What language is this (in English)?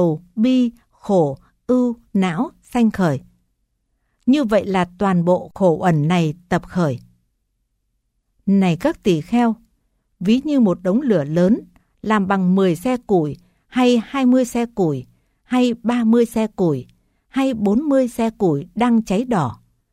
Vietnamese